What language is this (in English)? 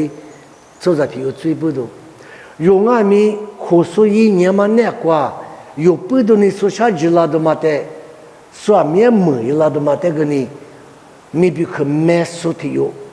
Lisu